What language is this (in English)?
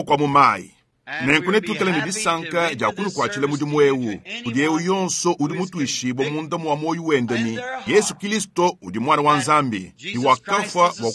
Luba-Lulua